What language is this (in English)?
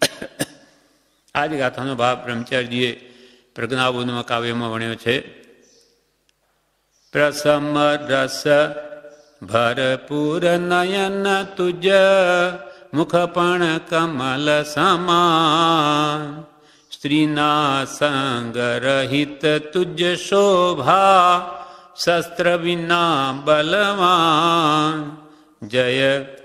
Gujarati